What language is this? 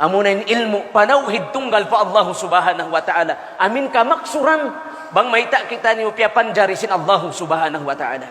Tausug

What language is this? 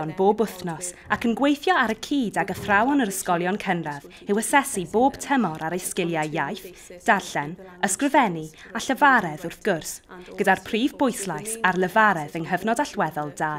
Welsh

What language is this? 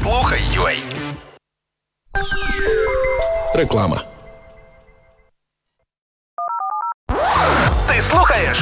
Ukrainian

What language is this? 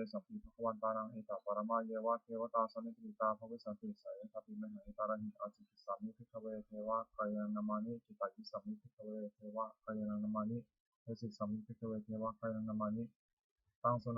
Pali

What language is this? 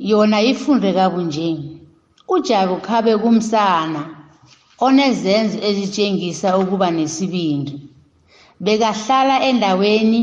South Ndebele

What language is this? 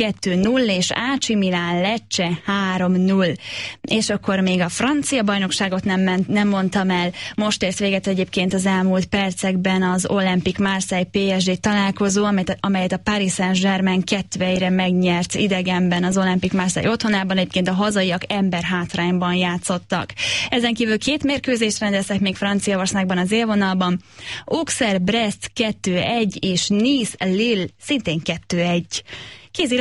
Hungarian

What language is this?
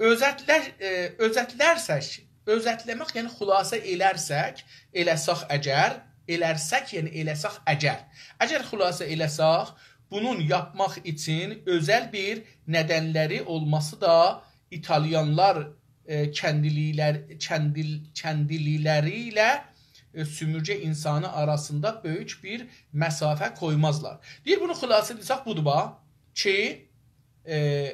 South Azerbaijani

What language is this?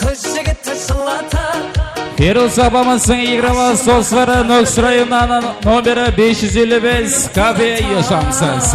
Kara-Kalpak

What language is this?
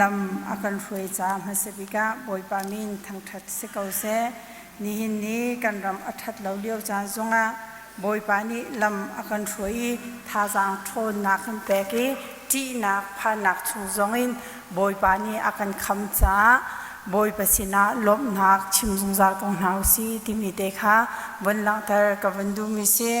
Hakha Chin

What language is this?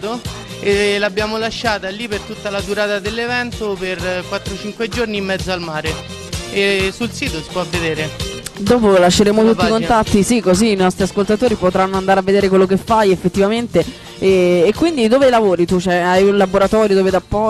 Italian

